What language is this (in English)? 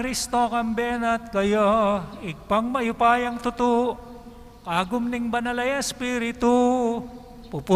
Pampanga